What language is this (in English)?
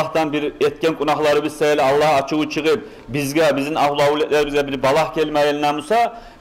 Kumyk